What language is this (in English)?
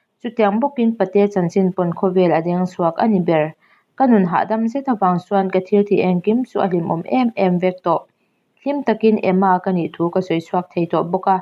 Mizo